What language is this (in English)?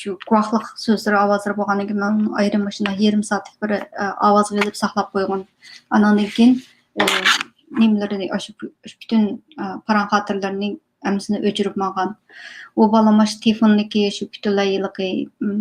Uyghur